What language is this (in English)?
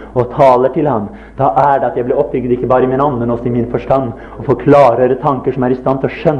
Norwegian